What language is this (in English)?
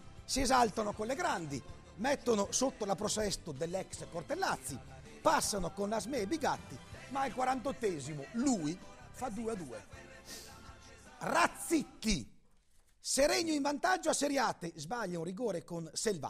Italian